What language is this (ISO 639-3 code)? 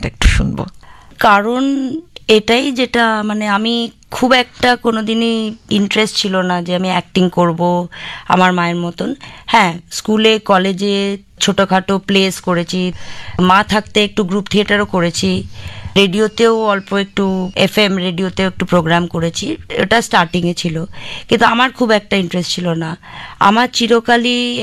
ben